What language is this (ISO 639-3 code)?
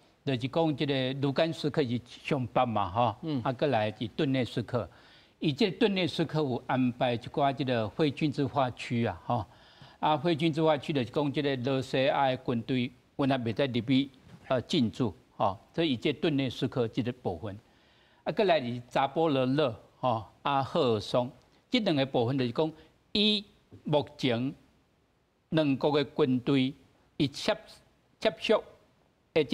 nan